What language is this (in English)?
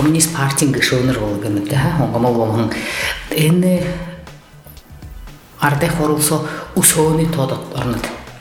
Buriat